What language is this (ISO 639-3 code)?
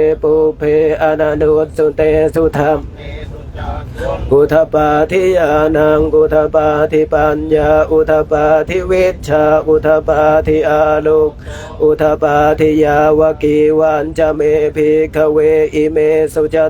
pli